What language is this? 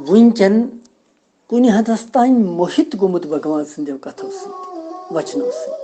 Kashmiri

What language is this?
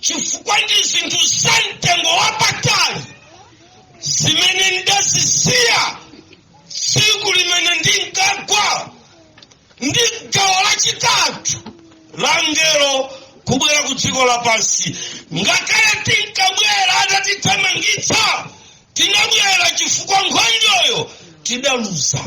Nyanja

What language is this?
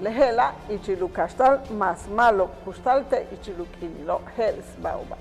Yucateco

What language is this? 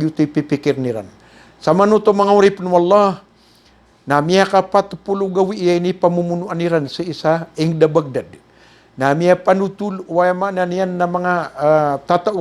Maranao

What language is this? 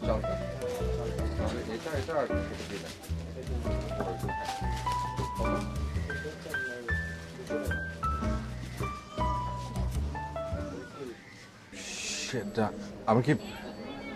Bangla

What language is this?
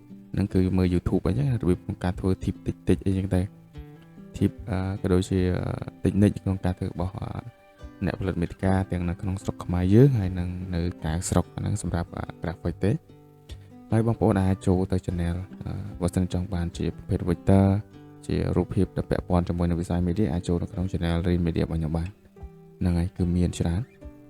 Khmer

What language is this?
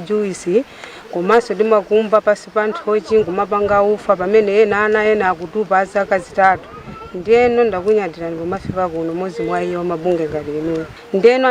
Nyanja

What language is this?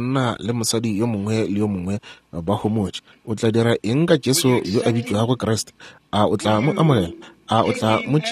Northern Sotho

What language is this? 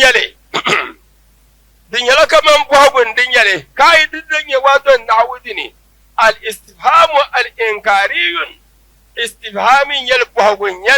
Dagbani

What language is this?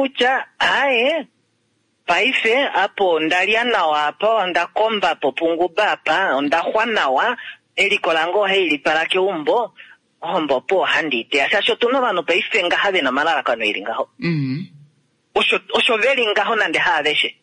Kuanyama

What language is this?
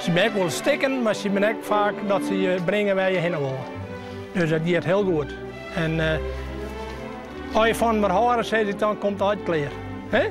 Western Frisian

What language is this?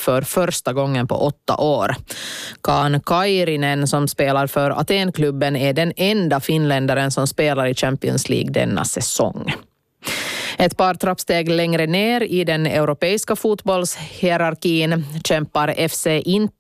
Swedish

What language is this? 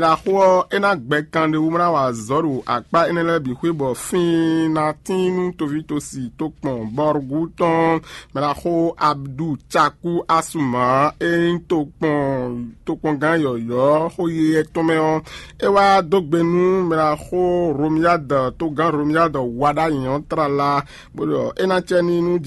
Fon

